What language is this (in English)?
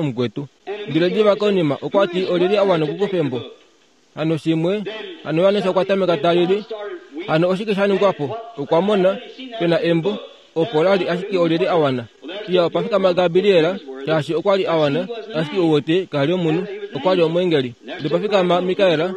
Kuanyama